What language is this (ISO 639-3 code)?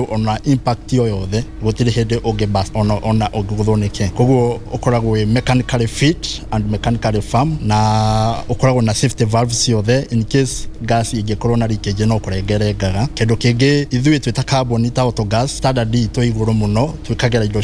kik